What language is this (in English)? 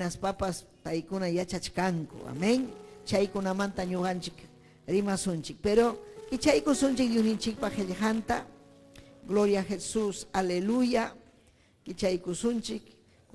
Ayacucho Quechua